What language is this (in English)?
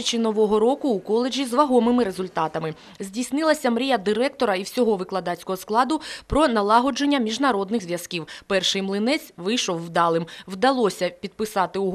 Ukrainian